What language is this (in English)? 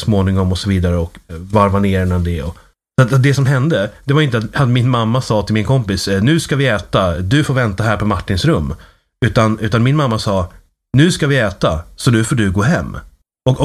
Swedish